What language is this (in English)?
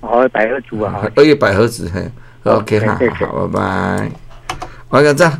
Min Nan Chinese